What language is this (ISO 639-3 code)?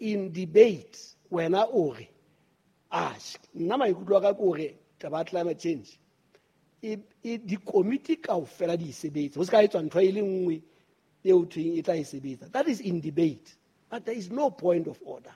sot